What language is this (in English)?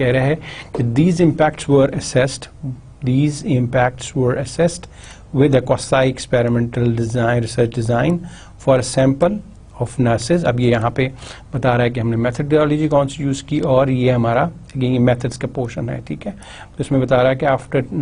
Urdu